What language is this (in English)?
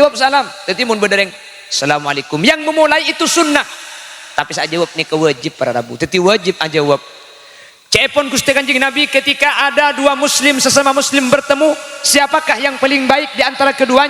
Madurese